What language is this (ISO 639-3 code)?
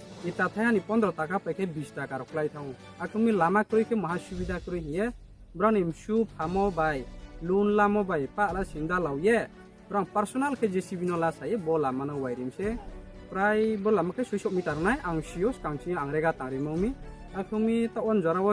ria